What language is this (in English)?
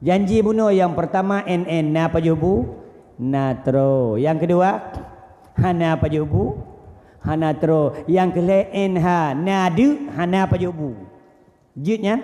Achinese